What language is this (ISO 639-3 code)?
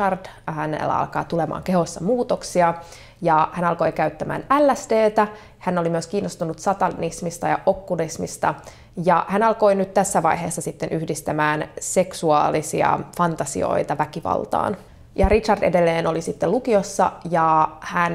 fin